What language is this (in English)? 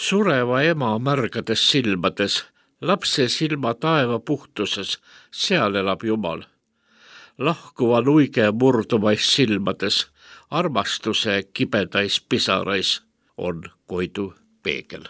Estonian